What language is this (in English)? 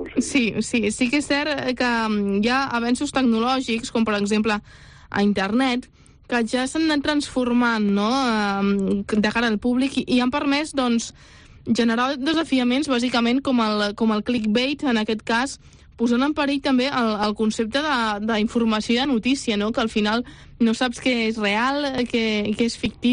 Catalan